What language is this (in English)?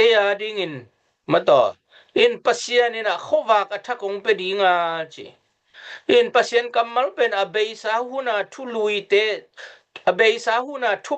Tedim Chin